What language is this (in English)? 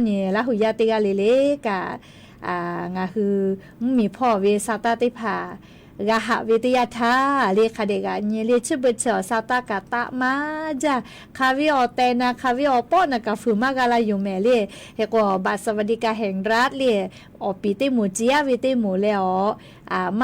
Lahu